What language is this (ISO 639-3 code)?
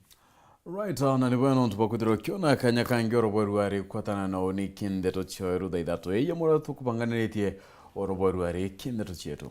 mer